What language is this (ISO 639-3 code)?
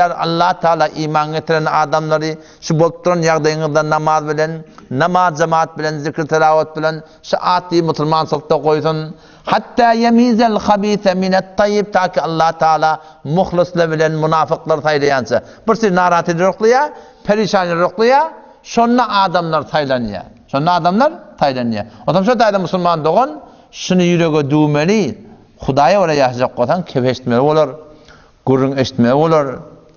tuk